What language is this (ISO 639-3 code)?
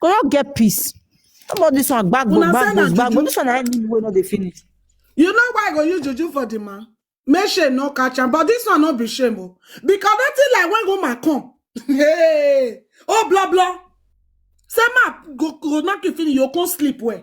pcm